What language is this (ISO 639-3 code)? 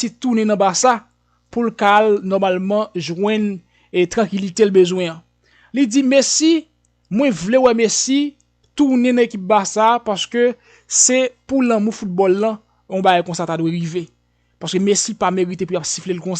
hat